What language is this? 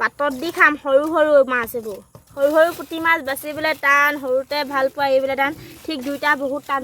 Assamese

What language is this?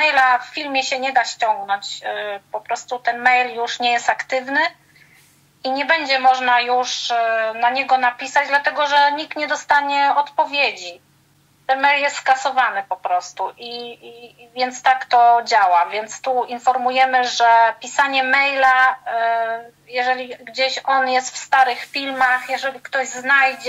Polish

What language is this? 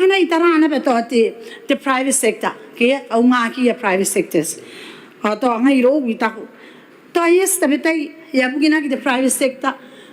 Gilbertese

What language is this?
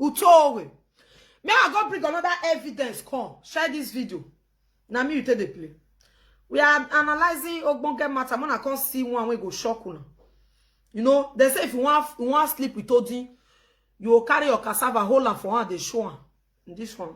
Nigerian Pidgin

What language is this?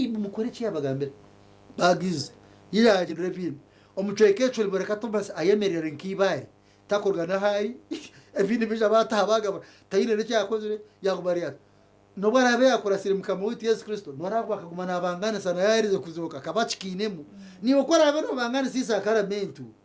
Nyankole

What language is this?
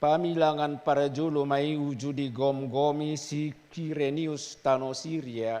Batak Toba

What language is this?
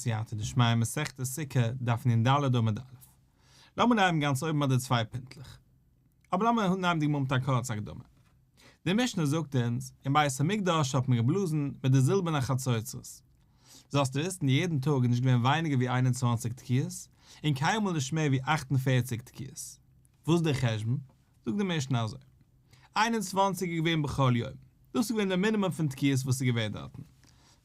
Yiddish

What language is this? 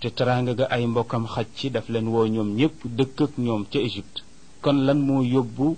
Wolof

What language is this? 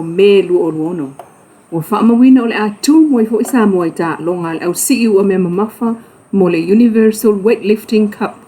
Samoan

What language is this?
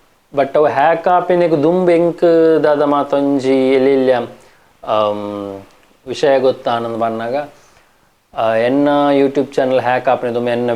Tulu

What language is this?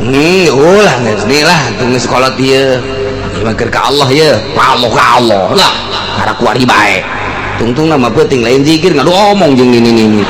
Sundanese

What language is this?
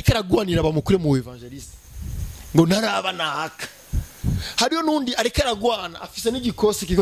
Rundi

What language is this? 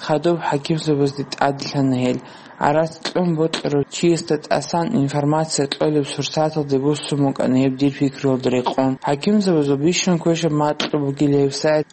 Avaric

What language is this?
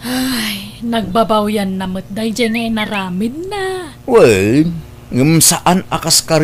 Iloko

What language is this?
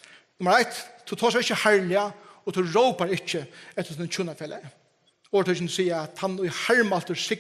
Faroese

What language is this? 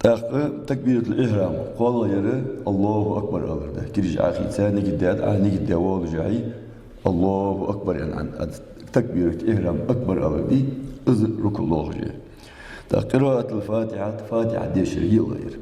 Ingush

